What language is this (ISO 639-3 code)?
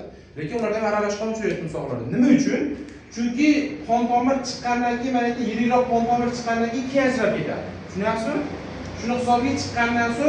uzb